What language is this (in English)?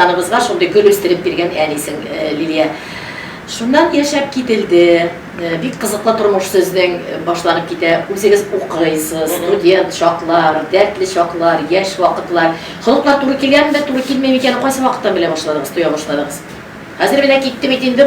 Tatar